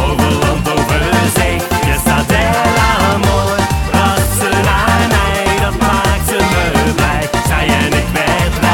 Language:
Dutch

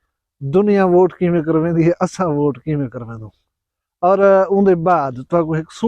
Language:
Saraiki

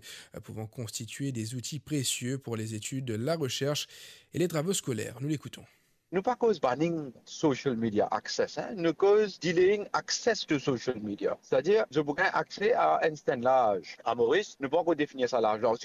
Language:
Morisyen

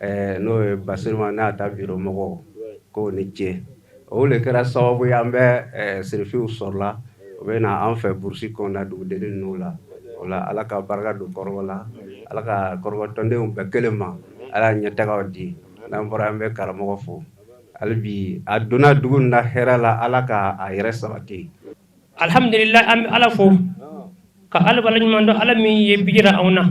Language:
Bambara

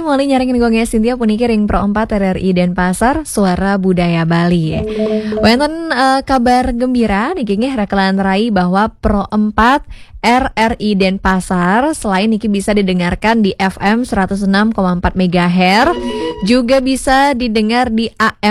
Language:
Balinese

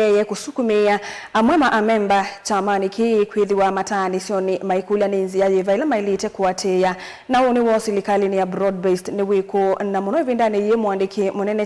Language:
Kamba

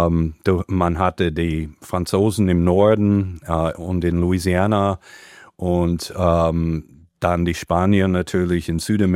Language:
German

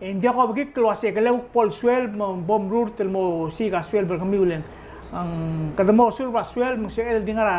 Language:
Palauan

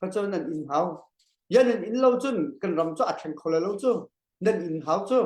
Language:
Hakha Chin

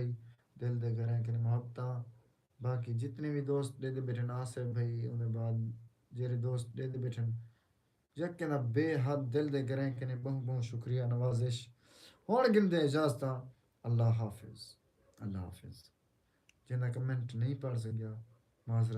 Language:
Saraiki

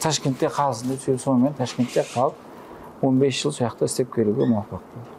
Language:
Kara-Kalpak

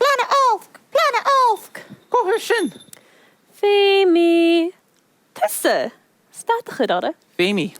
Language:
Scottish Gaelic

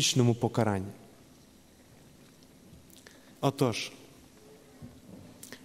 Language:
Ukrainian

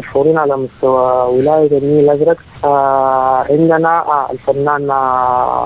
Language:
Sudanese Arabic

